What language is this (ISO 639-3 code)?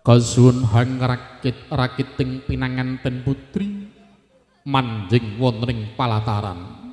jav